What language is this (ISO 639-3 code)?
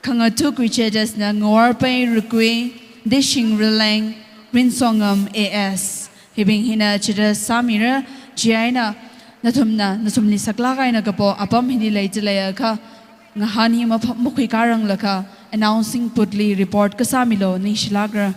nmf